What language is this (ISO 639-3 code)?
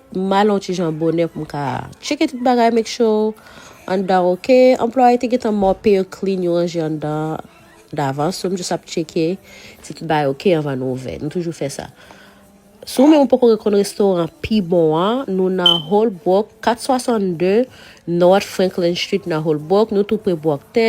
hat